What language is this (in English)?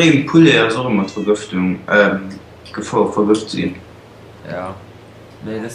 Luxembourgish